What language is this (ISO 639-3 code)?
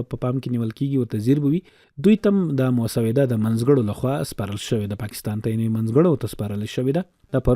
pus